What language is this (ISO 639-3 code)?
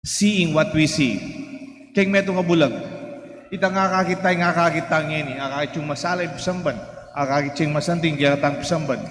pam